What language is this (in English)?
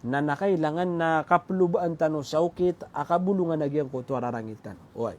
Maranao